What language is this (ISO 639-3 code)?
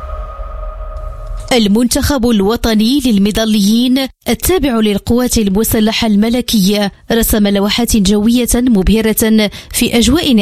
ara